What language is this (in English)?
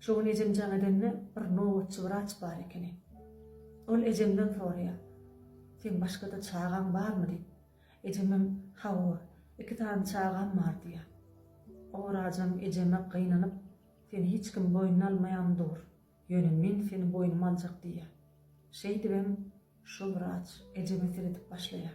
Turkmen